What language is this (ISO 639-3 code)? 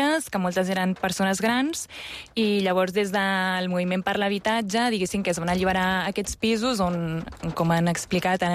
cat